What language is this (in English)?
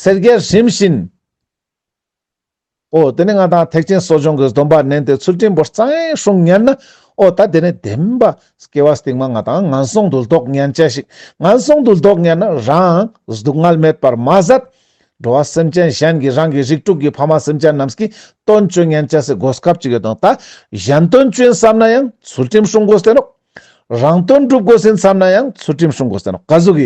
Ladakhi